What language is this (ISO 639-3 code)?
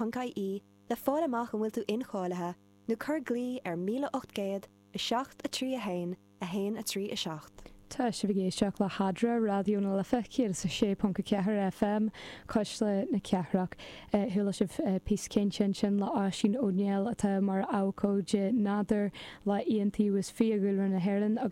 gle